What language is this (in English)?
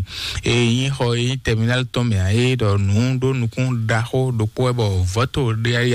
Fon